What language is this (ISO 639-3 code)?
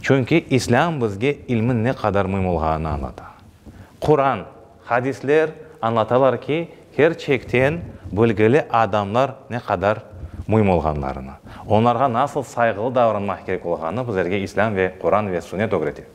crh